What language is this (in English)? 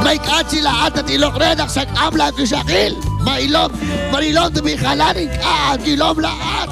Kekchí